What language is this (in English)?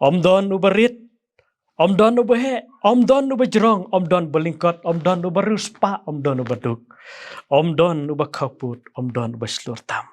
Khasi